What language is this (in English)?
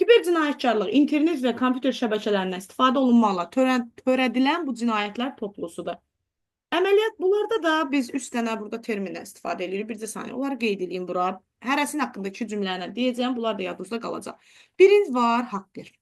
Azerbaijani